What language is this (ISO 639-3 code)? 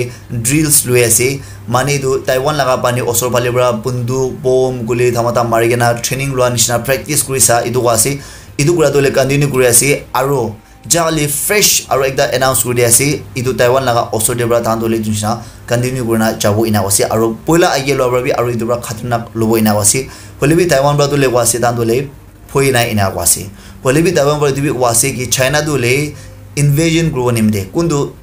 nag